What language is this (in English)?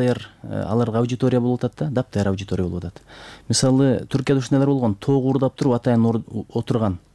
Kyrgyz